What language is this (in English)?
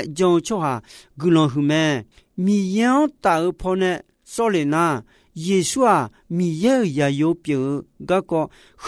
Akha